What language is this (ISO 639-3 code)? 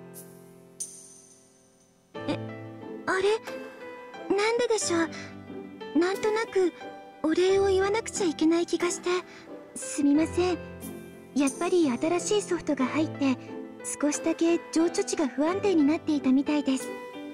jpn